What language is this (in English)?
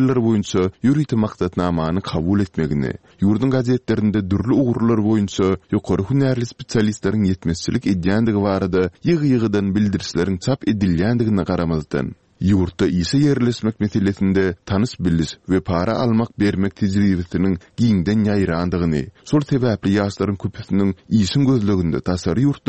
Turkmen